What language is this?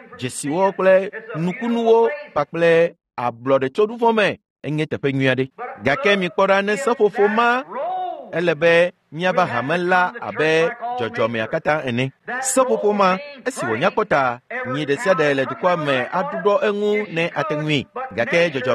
Ewe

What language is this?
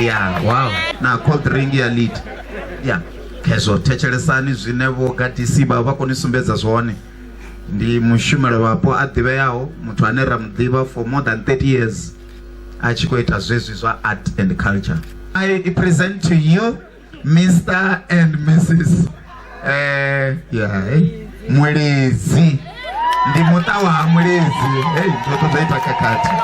Venda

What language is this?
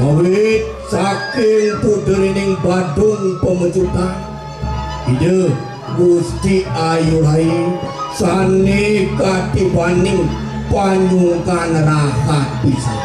Balinese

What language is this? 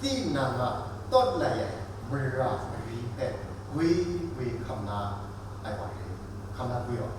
Kachin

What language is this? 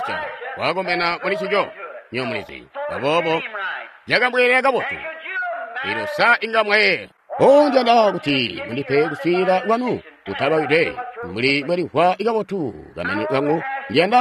Tonga (Zambia)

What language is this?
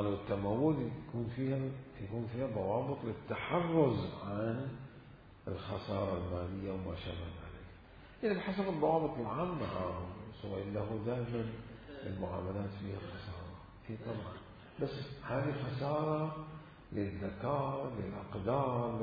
Mesopotamian Arabic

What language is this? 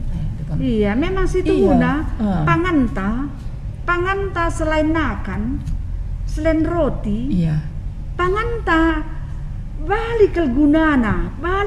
Batak Karo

